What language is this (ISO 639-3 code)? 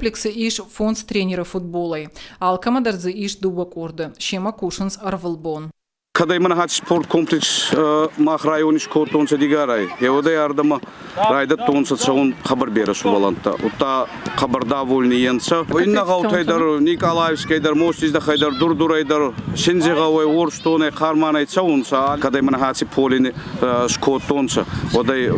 oss